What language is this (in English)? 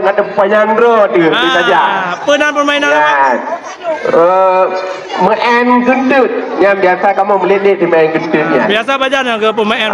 Achinese